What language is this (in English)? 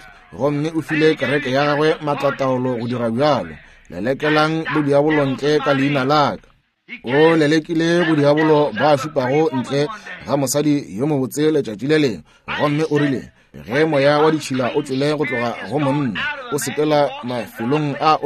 Northern Sotho